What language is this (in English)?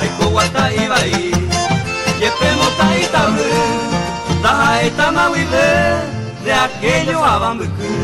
Guarani